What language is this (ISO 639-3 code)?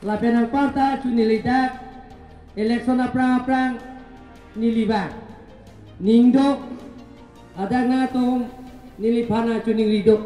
mjw